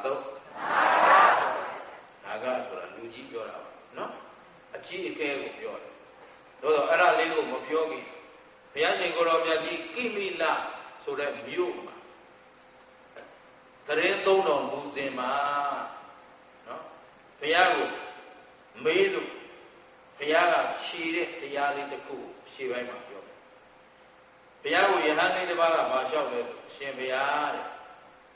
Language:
Burmese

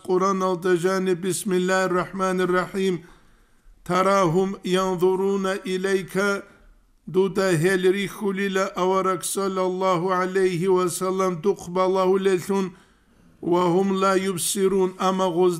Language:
Avaric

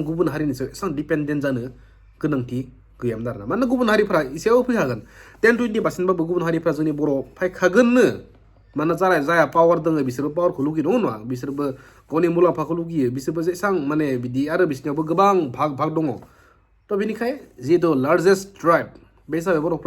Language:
Bodo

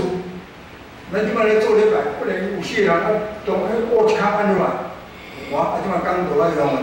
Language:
Min Nan Chinese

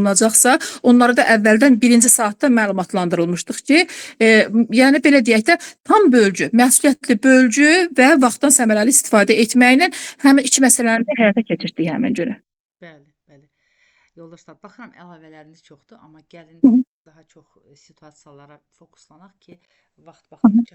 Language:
Azerbaijani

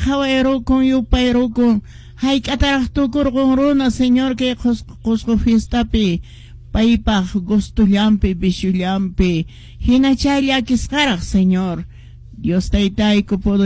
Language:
Quechua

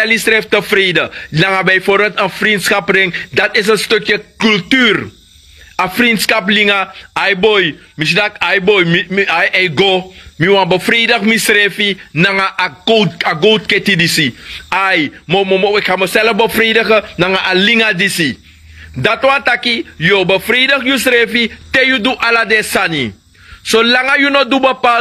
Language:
Sranan Tongo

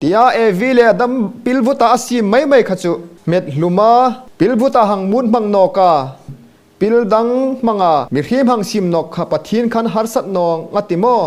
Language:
Hmar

